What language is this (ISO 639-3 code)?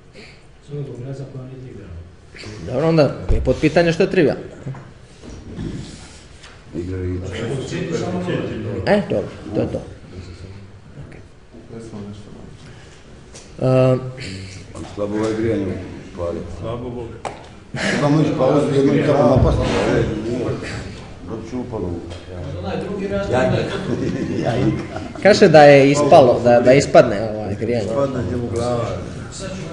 hrv